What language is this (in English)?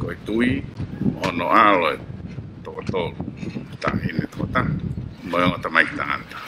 Tongan